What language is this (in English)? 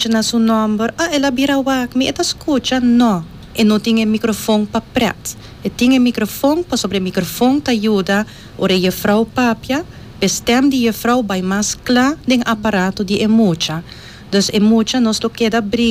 Papiamento